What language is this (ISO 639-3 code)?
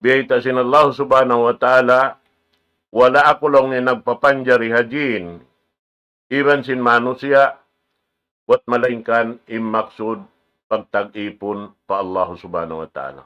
tsg